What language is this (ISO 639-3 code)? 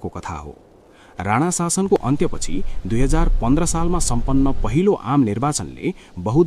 nep